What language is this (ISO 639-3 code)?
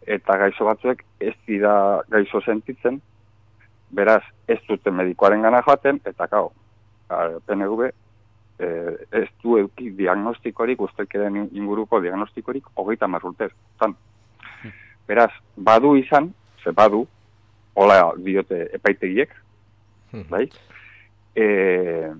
eus